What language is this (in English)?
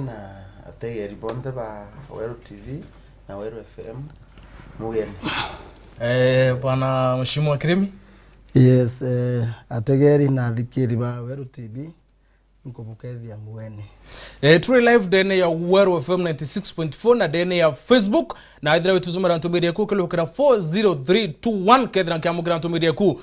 Meru